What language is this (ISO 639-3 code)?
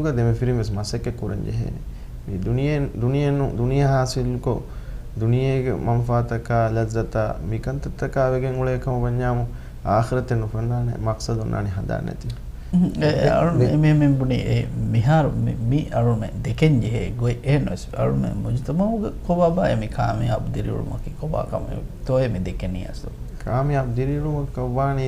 div